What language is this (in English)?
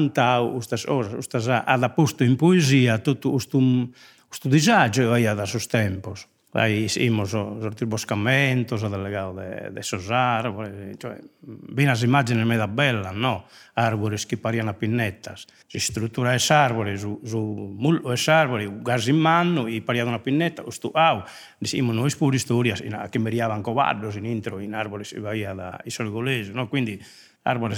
Sardinian